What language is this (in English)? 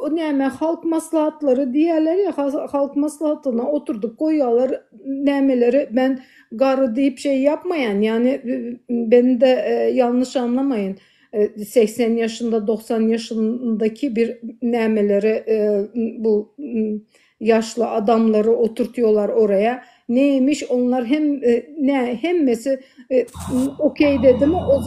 Turkmen